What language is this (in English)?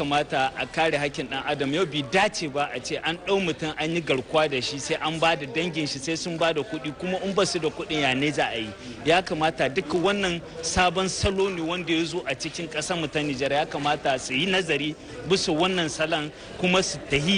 Hausa